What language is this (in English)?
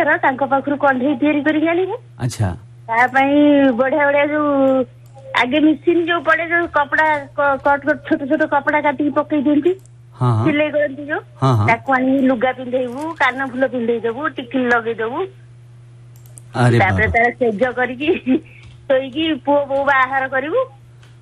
Odia